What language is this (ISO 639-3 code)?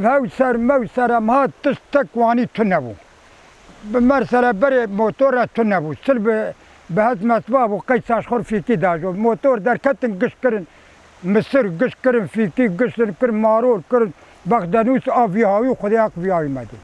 kur